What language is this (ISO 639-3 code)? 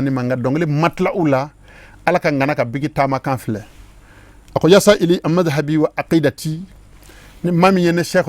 bam